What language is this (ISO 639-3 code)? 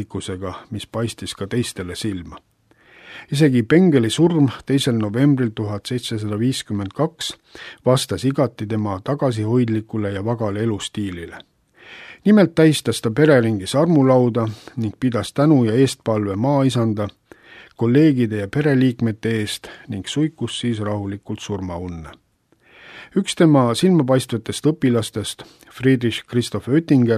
est